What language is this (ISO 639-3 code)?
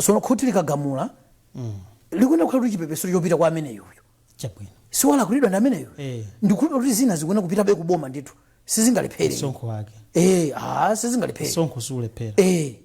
nya